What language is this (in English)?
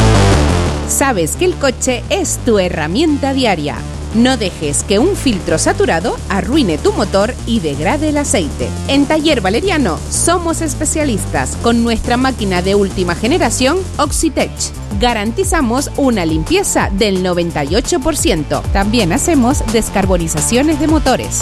Spanish